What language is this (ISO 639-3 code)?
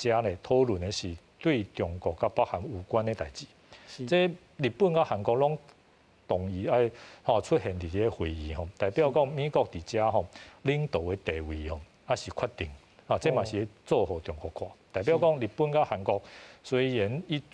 nan